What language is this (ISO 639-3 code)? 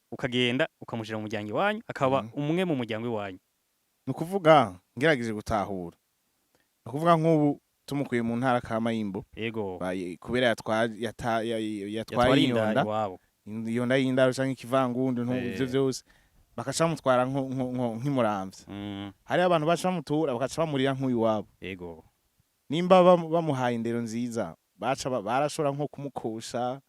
run